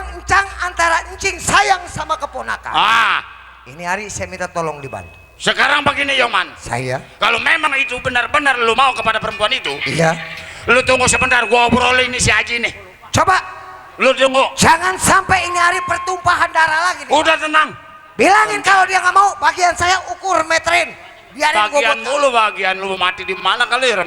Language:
Betawi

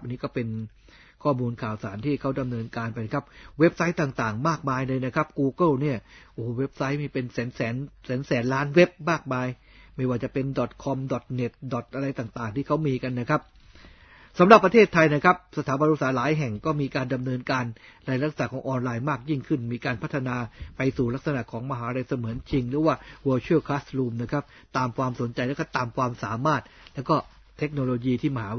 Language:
Thai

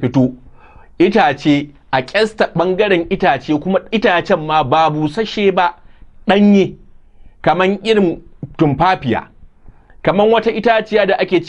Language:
Hausa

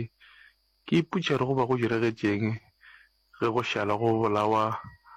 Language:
Northern Sotho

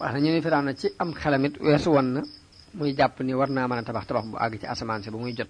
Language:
Wolof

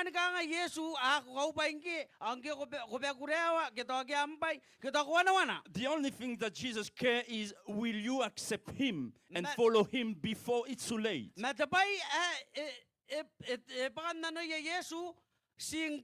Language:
Gilbertese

